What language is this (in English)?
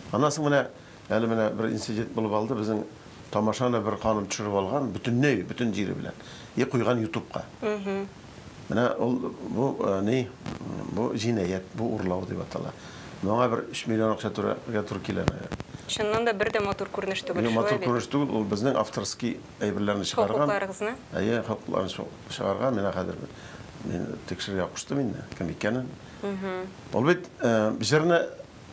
Tatar